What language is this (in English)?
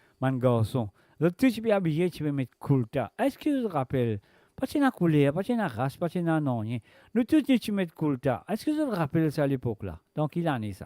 Morisyen